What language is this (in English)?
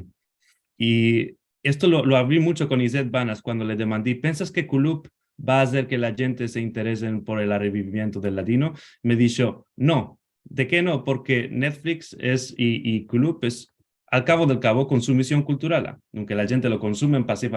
Ladino